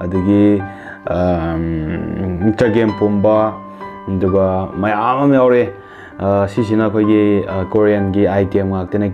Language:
Manipuri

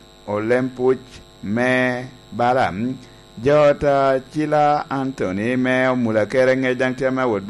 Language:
Lango (Uganda)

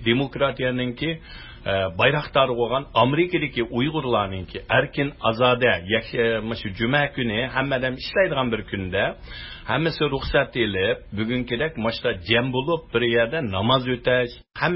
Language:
Uyghur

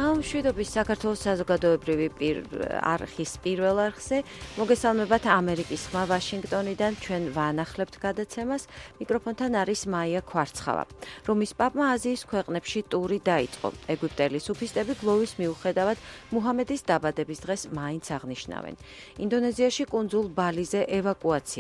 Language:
Georgian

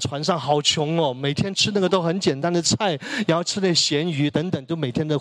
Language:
Chinese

